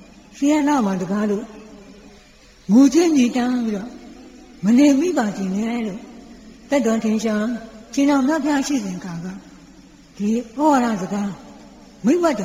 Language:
Burmese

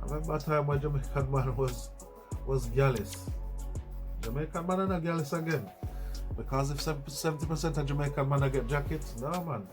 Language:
Jamaican Creole English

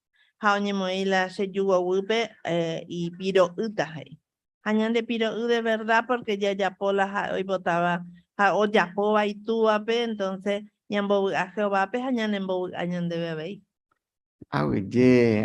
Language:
Guarani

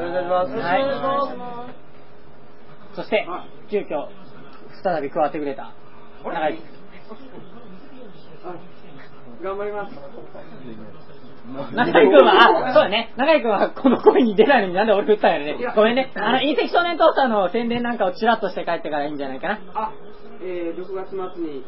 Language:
Japanese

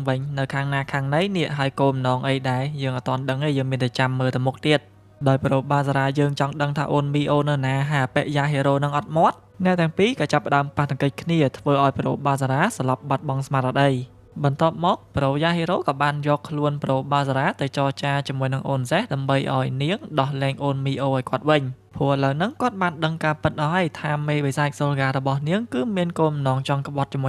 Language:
Khmer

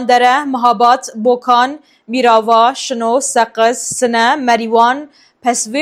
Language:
Kurdish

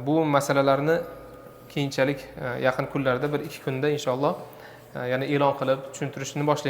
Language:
Uzbek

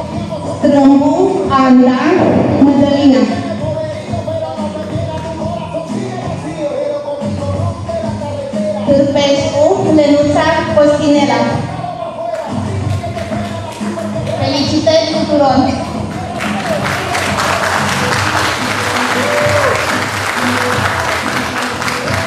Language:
Romanian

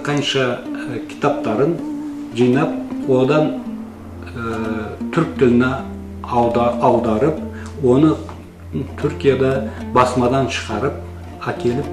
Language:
Kazakh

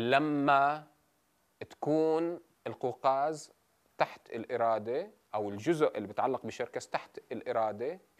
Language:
North Levantine Arabic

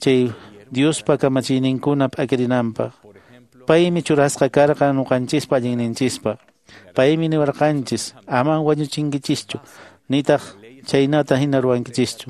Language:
Quechua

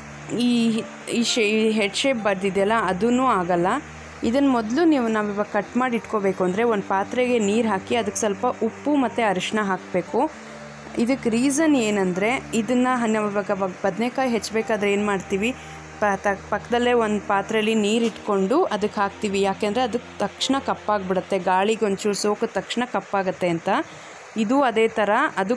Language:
Kannada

